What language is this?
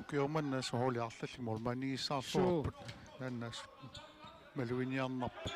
Kalaallisut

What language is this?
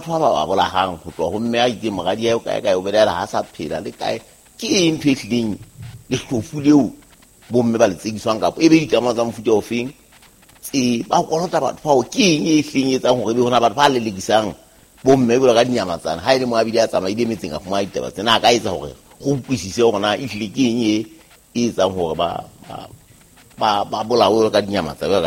Southern Sotho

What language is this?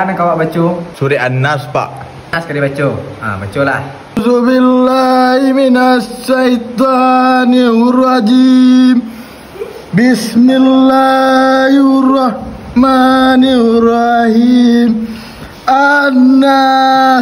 Minangkabau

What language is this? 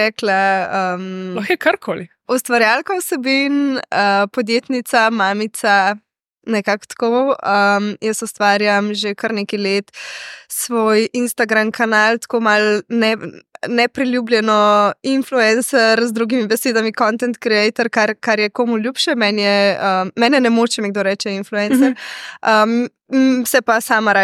Slovenian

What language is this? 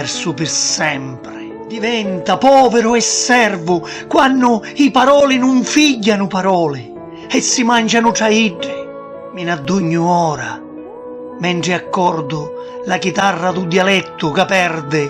Sicilian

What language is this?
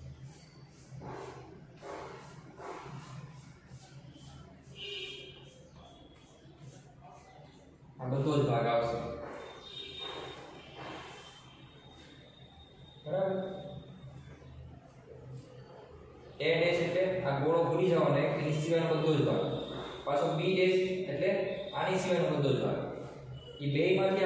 Gujarati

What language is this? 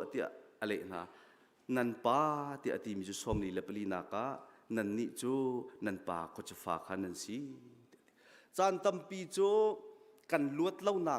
Hakha Chin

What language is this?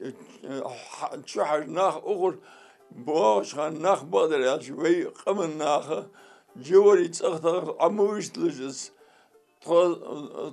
Ingush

